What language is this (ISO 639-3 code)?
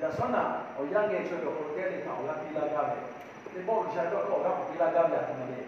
lhu